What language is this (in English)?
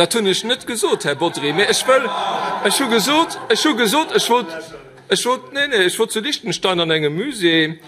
Luxembourgish